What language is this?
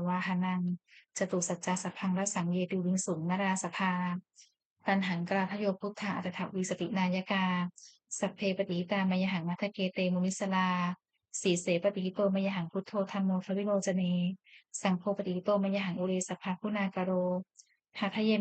Pali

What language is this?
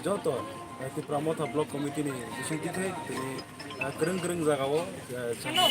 Kok Borok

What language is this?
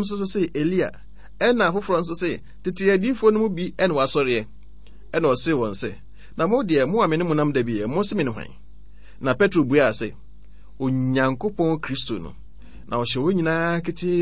Akan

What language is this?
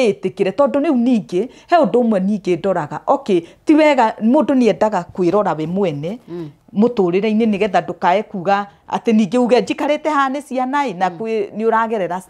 Kikuyu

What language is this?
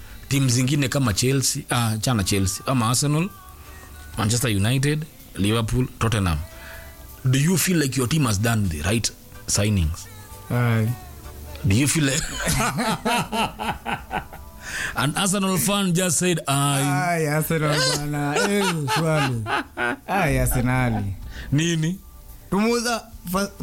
Swahili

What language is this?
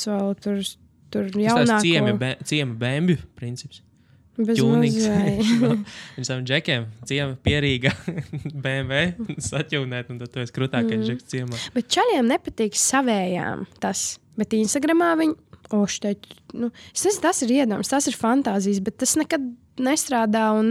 Latvian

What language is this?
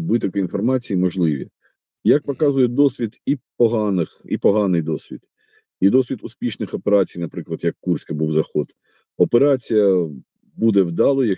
Ukrainian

